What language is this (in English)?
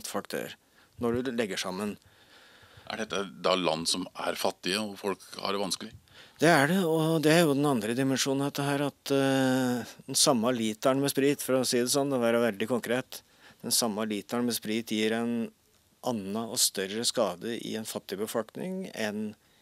Norwegian